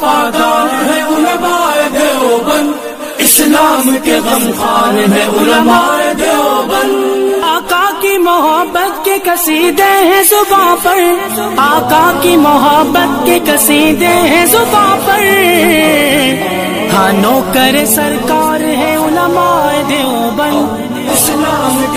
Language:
Urdu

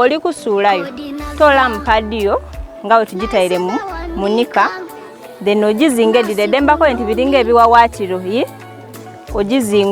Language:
Soga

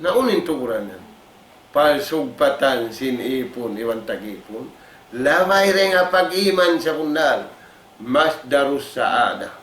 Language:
Tausug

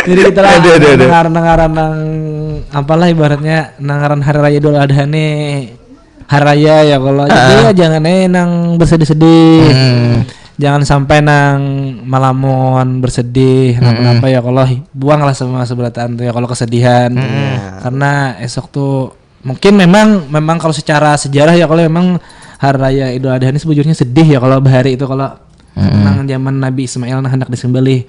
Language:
Banjar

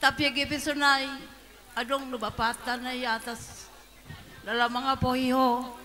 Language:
Batak Simalungun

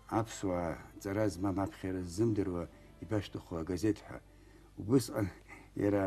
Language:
Abkhazian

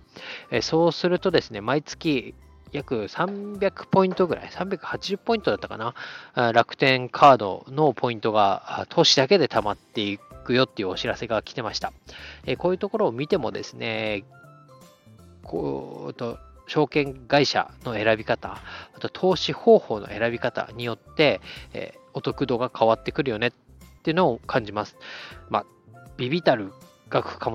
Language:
Japanese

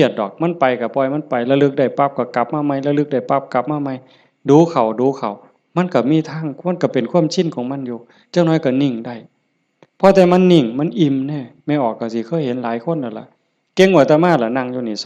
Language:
Northeastern Thai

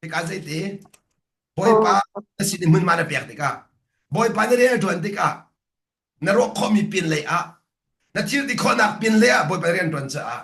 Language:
Hakha Chin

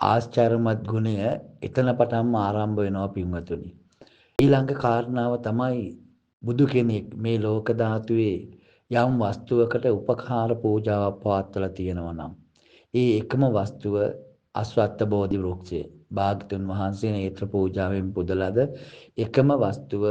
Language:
Sinhala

